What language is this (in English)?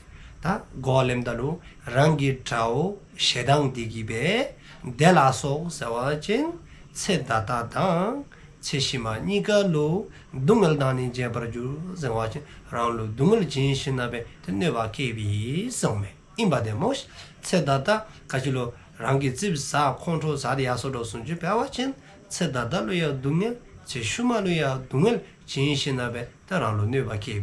Dzongkha